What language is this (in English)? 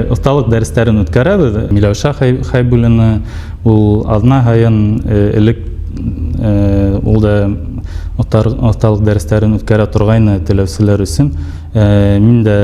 Bashkir